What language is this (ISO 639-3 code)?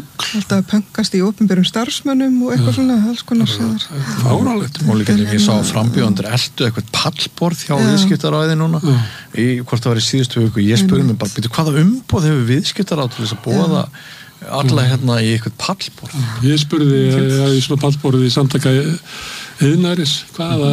isl